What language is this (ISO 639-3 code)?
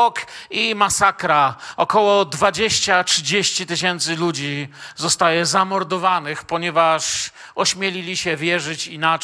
pol